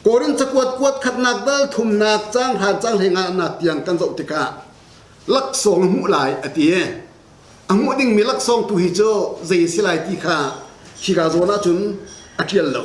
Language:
Hakha Chin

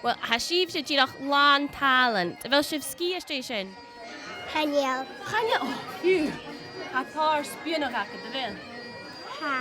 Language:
Scottish Gaelic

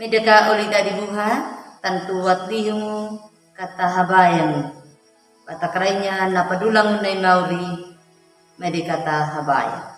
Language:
Anakalangu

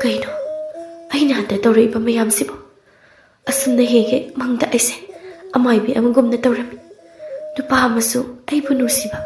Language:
Manipuri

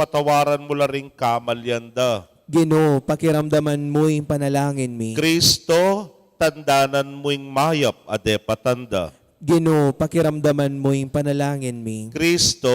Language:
Pampanga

